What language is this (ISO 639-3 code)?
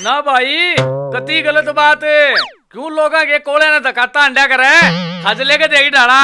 bgc